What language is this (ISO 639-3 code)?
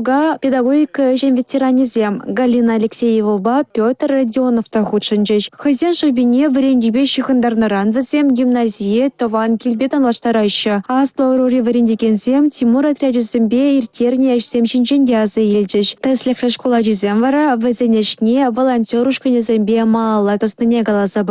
chv